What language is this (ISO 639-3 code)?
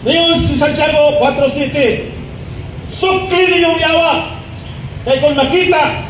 ceb